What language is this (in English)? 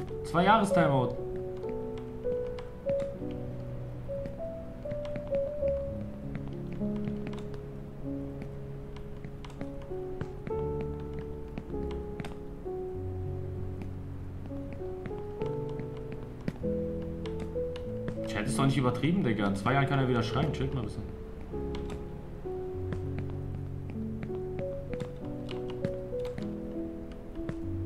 German